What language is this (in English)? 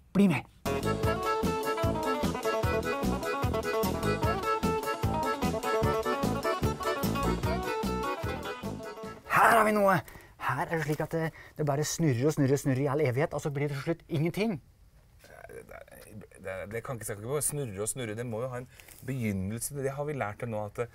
Norwegian